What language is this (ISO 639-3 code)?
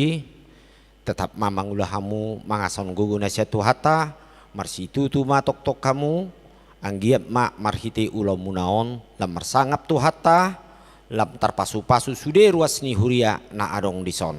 bbc